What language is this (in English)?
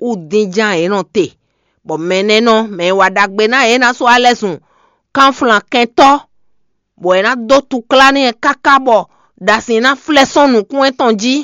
Fon